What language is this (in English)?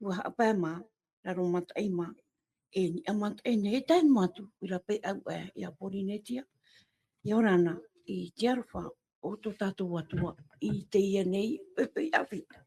Tahitian